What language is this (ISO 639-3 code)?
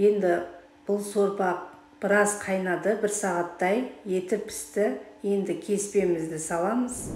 kaz